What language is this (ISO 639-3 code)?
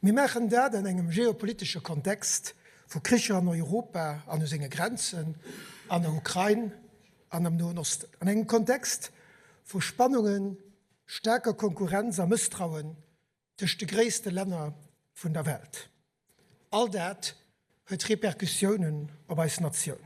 ltz